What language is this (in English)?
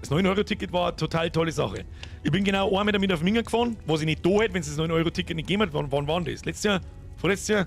Bavarian